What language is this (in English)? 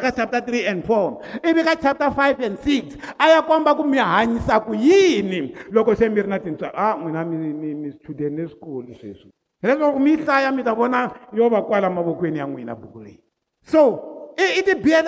Tsonga